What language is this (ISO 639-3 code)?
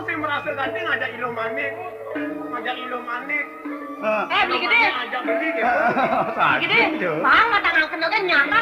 ban